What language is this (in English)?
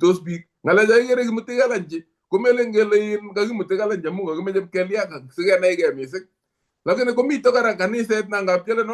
Kalenjin